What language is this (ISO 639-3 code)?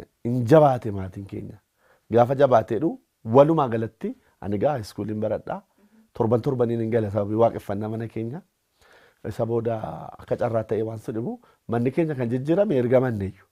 orm